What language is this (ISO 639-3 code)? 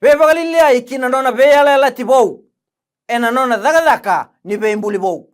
fij